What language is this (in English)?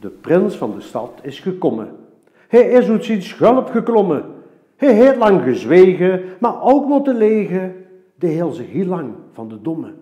Limburgish